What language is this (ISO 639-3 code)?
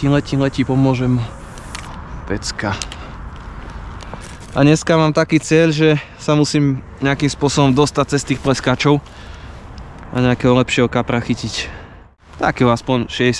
slk